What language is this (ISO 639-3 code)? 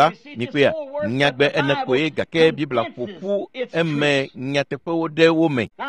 ewe